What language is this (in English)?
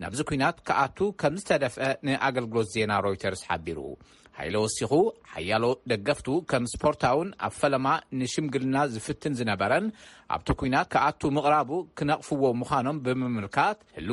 Tigrinya